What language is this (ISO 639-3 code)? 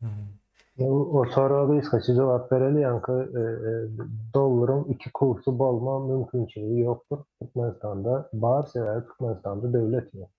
tuk